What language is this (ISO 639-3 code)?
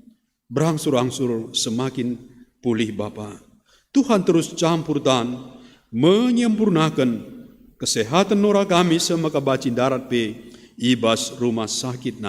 btx